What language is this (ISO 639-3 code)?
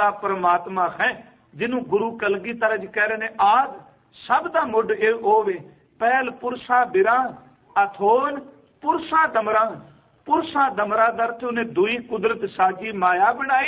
pan